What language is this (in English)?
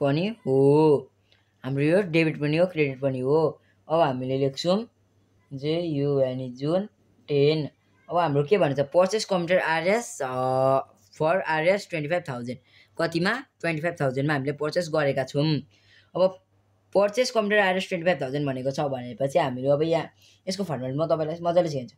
Nepali